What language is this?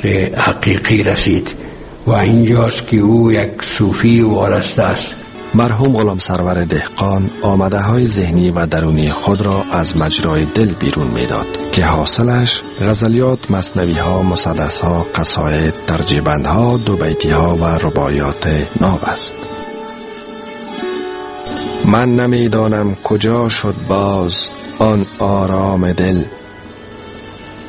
Persian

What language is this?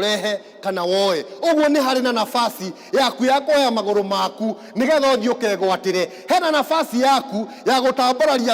Kikuyu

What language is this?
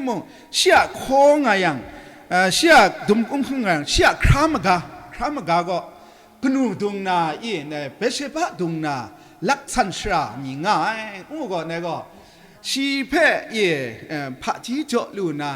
Kachin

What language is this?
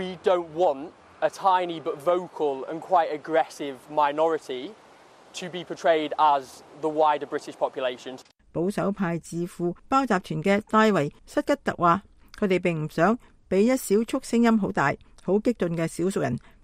Cantonese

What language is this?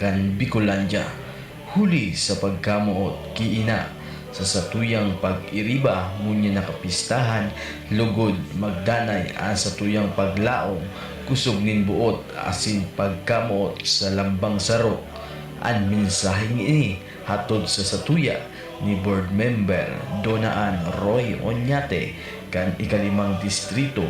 Bikol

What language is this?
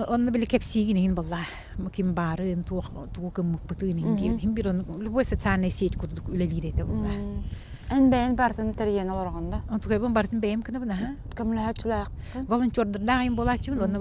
Yakut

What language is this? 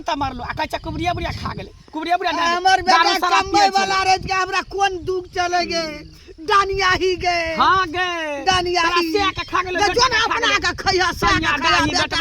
Maithili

